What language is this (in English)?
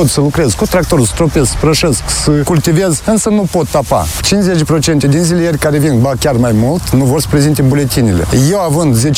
Romanian